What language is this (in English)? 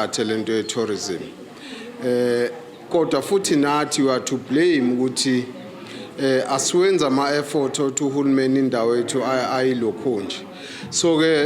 Zulu